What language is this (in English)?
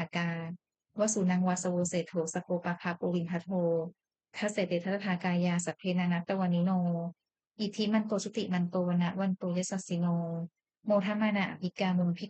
Pali